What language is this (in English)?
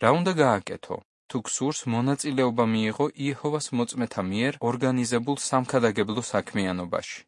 Georgian